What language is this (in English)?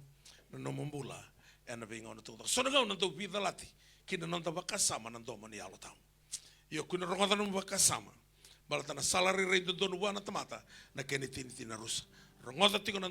Fijian